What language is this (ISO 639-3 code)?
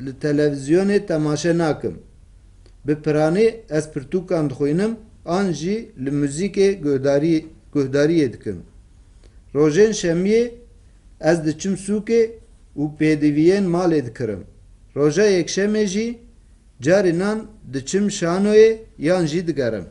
kur